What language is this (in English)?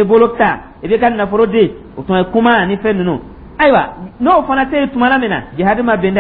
Dyula